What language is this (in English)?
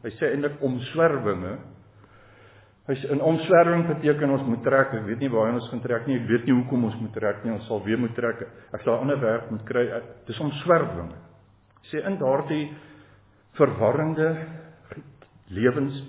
Afrikaans